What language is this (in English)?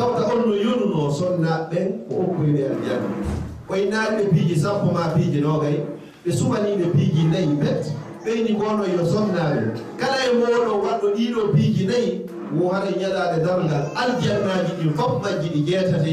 Fula